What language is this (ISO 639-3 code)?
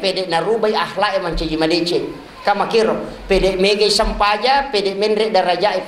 bug